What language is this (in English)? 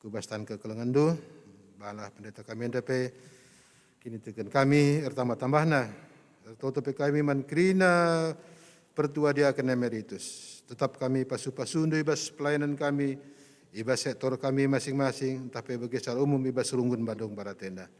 Batak Karo